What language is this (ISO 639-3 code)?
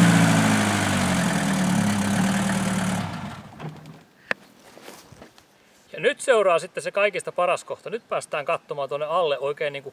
fin